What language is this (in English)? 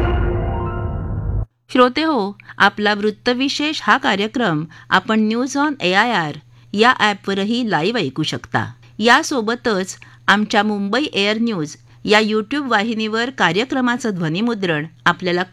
Marathi